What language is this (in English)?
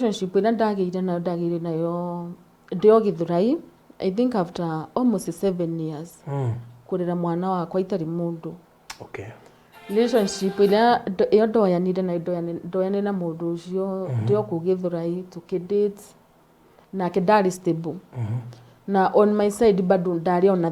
Kikuyu